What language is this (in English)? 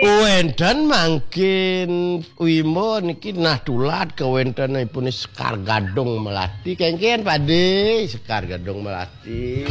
Balinese